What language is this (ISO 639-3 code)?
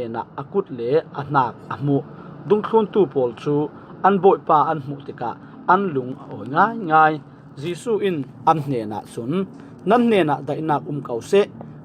cfm